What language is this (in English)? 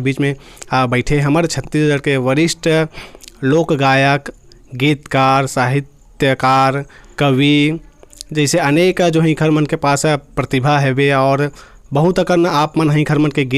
Chhattisgarhi